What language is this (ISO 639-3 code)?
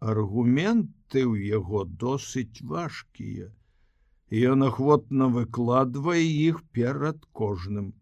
bel